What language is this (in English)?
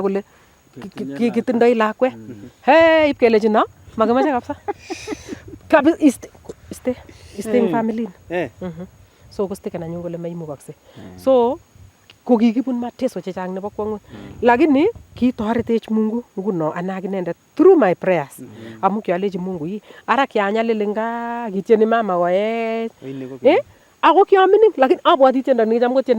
Nandi